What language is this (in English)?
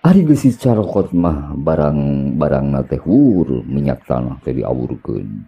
Sundanese